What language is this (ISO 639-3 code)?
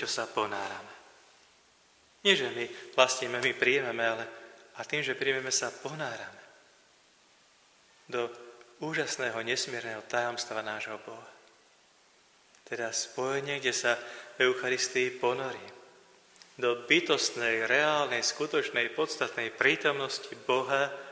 slk